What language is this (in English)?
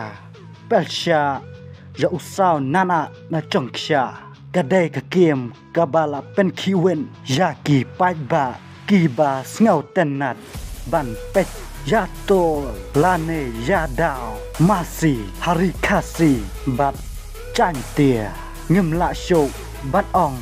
Khasi